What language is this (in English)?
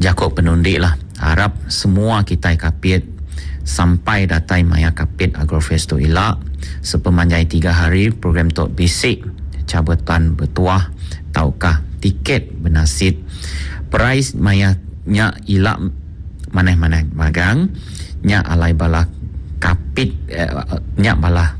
Iban